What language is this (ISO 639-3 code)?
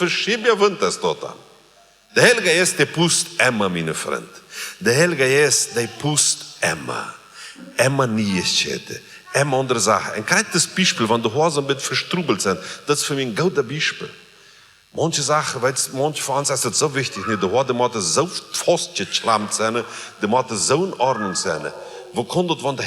pdt